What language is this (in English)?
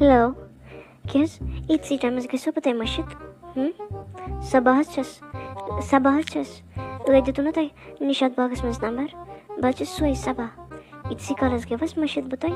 Kashmiri